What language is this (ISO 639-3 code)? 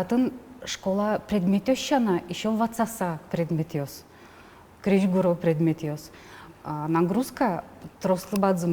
udm